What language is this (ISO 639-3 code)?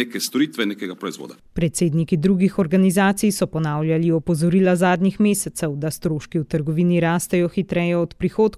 slv